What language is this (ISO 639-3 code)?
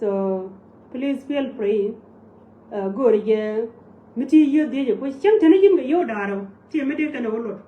nus